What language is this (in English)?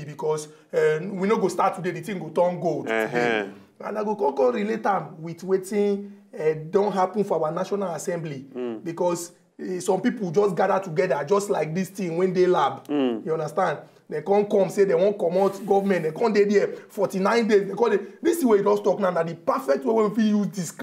Nigerian Pidgin